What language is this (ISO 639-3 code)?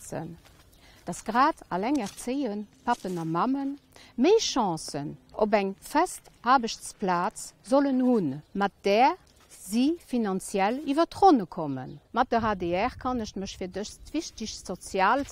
ltz